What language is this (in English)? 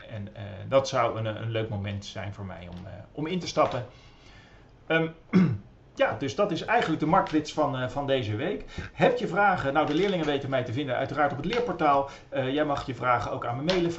Dutch